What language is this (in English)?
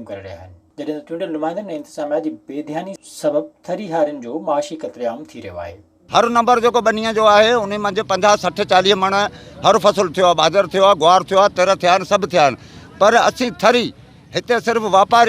Sindhi